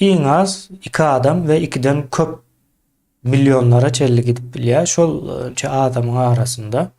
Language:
Turkmen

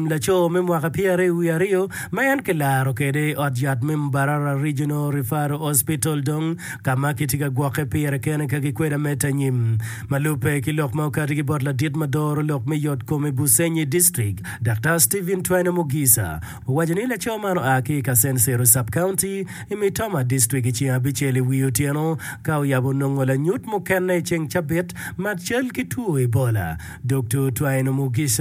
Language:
Acoli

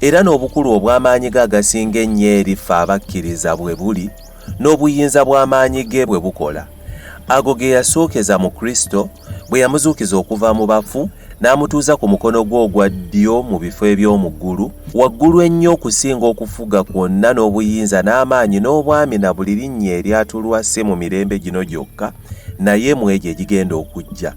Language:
Ganda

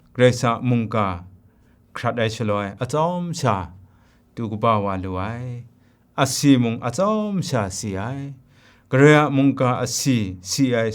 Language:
Kachin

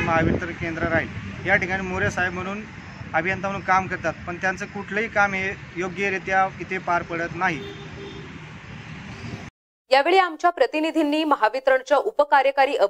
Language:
Marathi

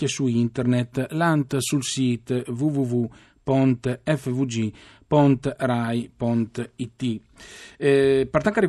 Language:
Friulian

